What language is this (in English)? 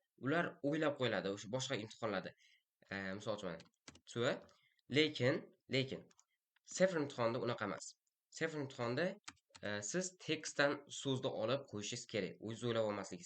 Uzbek